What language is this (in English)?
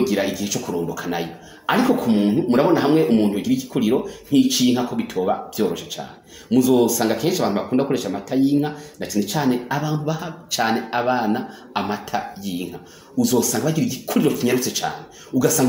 Rundi